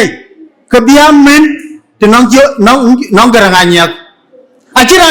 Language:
Dinka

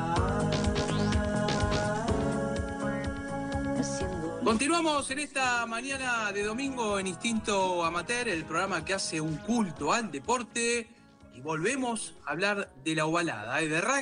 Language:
Spanish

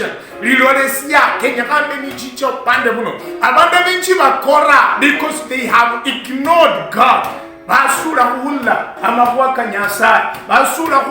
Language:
Luyia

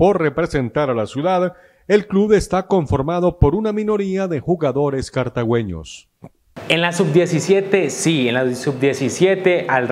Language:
Spanish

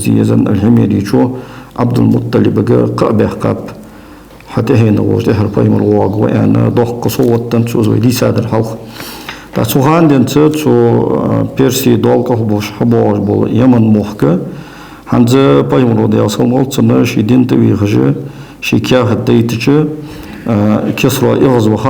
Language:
Ingush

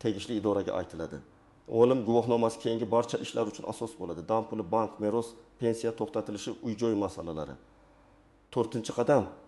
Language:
Uzbek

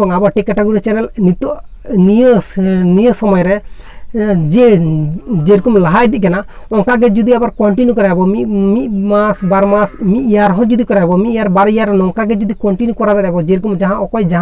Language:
Santali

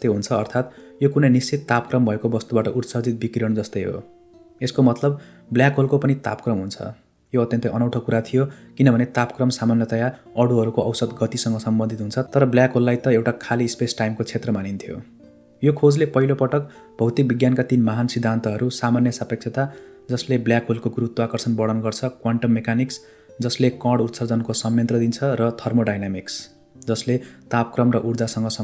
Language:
Nepali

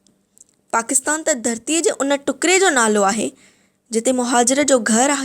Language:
Sindhi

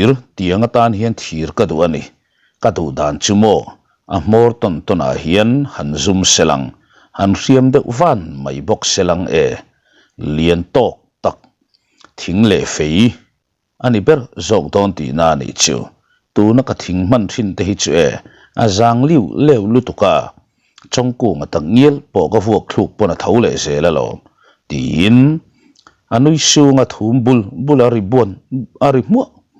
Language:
Mizo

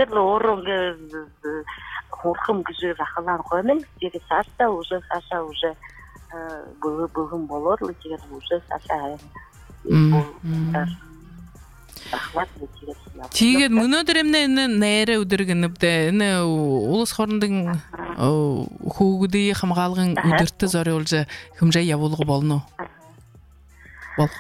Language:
Buriat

